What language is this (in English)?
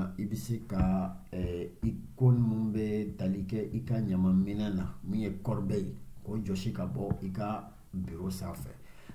Bambara